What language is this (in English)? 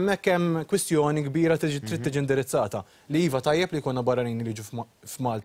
Maltese